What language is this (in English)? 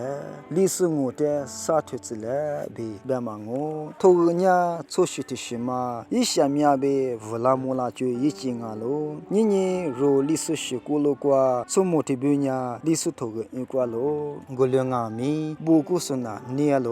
Lisu